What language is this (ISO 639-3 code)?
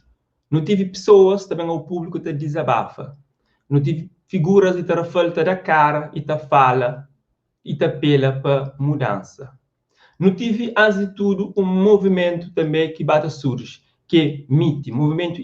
kea